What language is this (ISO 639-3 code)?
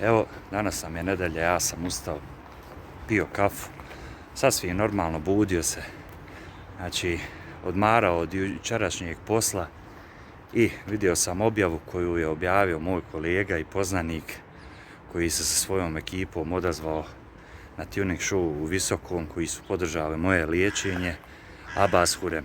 bos